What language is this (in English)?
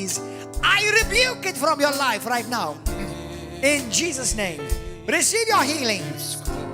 English